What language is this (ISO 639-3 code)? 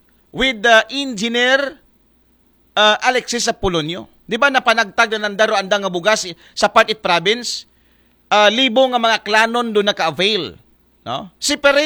akl